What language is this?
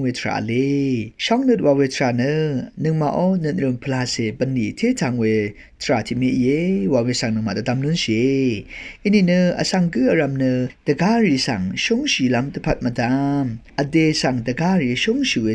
Rawang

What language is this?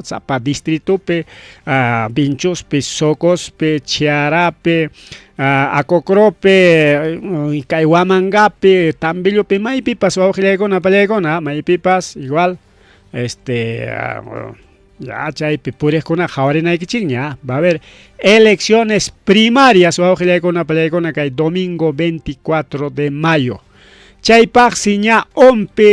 Ayacucho Quechua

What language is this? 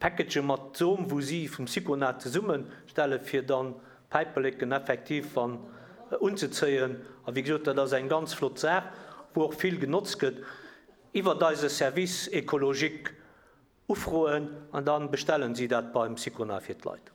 Luxembourgish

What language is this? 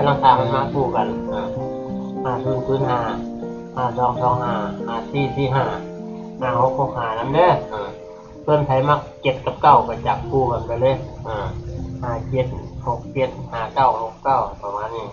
Northeastern Thai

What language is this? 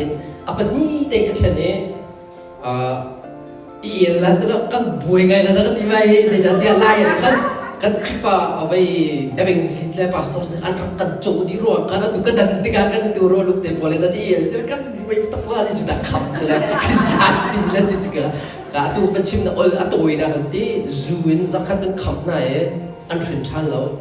Hakha Chin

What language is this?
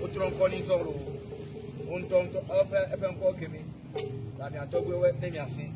Ewe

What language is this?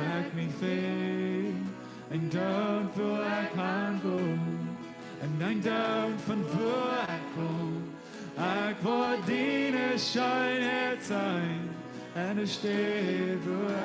Plautdietsch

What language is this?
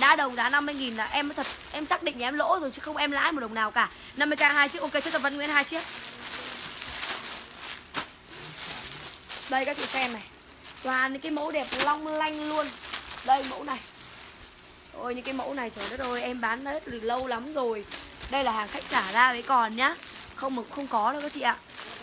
Vietnamese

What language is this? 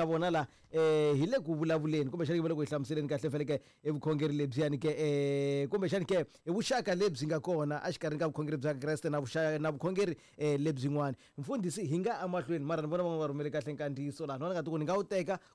Tsonga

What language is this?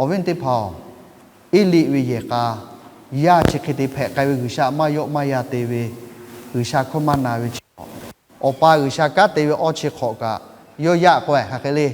Lahu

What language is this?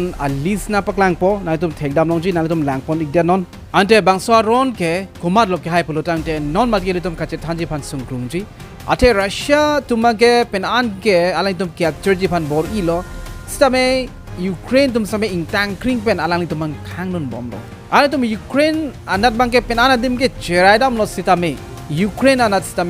Karbi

